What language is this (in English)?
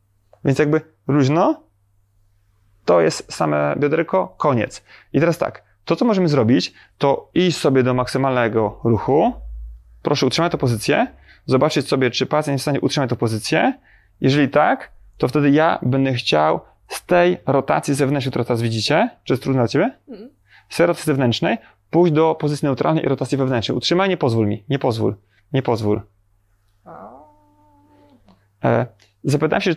Polish